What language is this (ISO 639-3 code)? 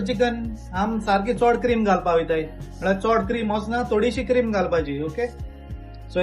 kok